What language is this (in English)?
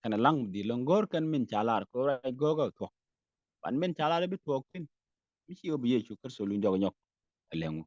Nuer